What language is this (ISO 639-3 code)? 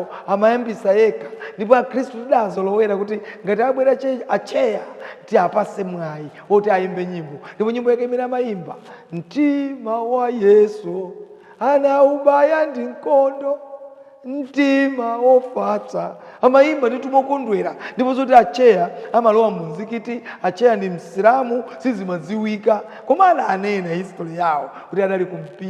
nya